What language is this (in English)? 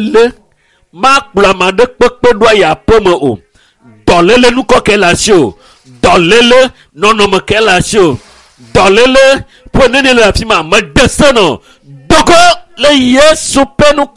Ewe